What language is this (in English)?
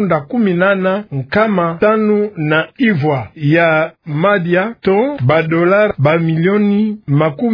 Kituba (Democratic Republic of Congo)